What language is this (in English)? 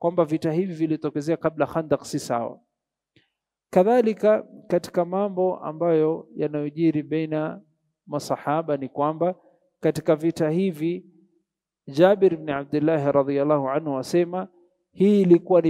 Swahili